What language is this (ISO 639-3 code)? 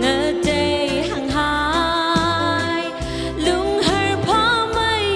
nmf